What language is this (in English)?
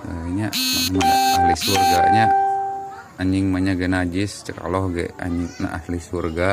Sundanese